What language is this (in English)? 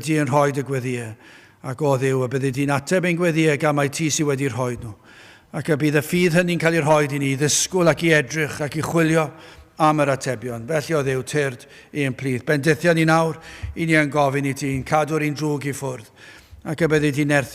Welsh